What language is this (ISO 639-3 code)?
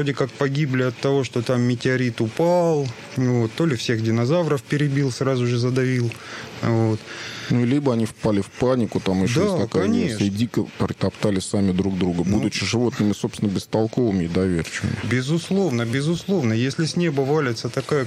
rus